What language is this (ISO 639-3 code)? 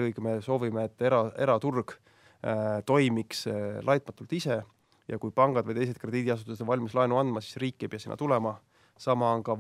est